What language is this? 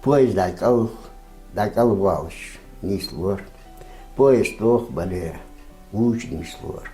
Ingush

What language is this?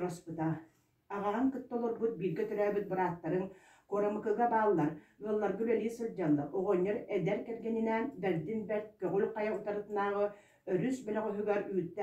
Yakut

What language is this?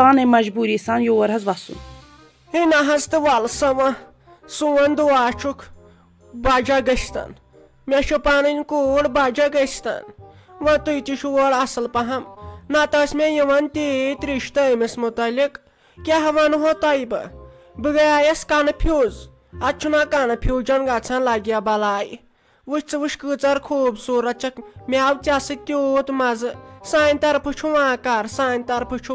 Kashmiri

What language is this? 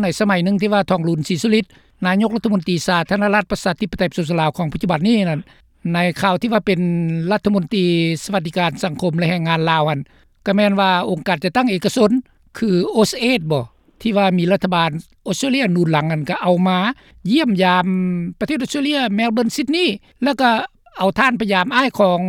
Lao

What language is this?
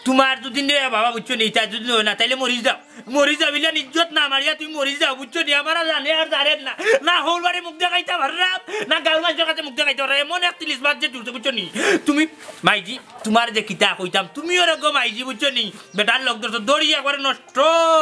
Sylheti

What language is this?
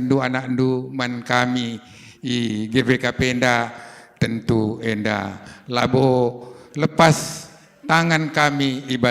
Batak Karo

